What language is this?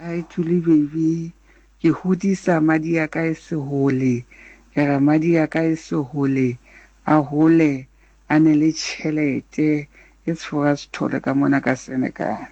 Southern Sotho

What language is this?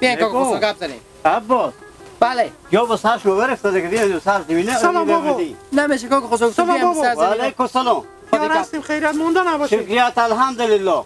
Hazaragi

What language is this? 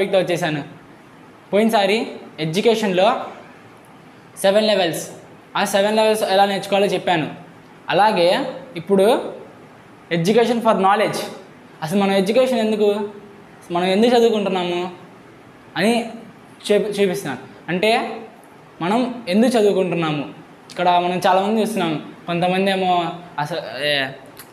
Telugu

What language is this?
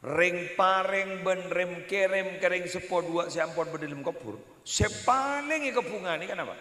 Madurese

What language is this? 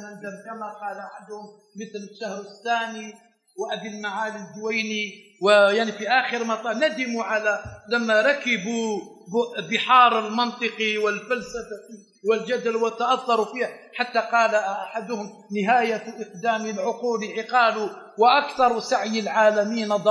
Arabic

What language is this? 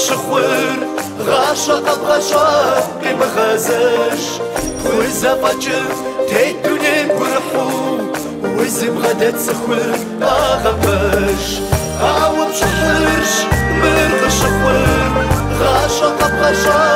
Kabardian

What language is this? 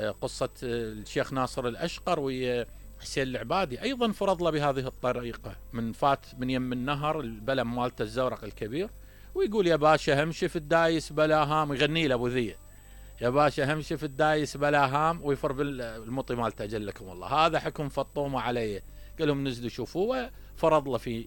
Mesopotamian Arabic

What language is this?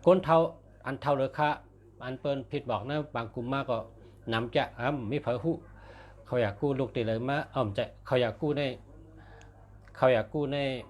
Shan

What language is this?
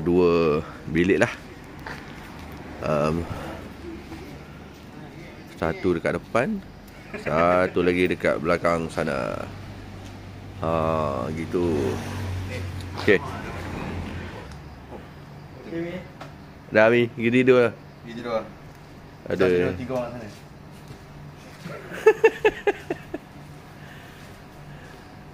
Malay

